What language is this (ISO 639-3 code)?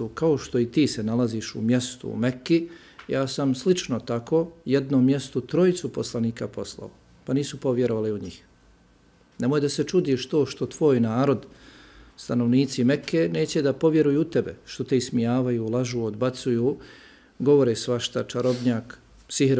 bos